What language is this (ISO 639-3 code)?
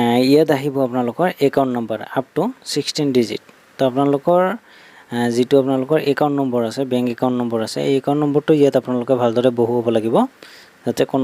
asm